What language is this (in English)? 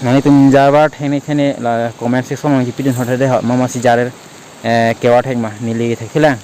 Karbi